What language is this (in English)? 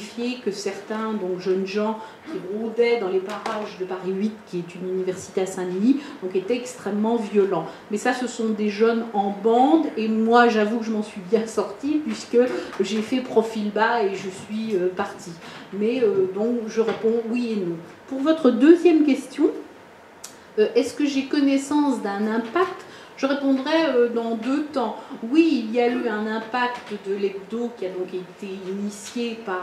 French